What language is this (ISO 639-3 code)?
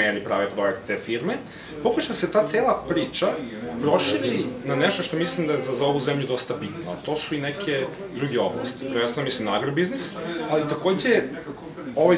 srp